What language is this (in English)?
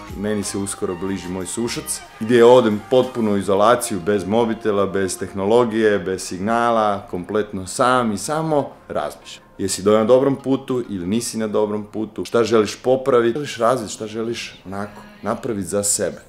Croatian